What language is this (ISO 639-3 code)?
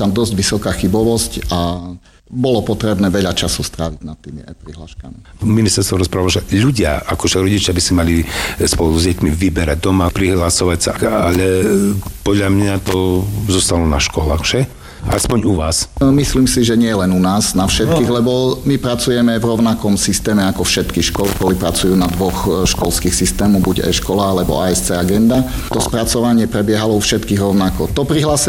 slk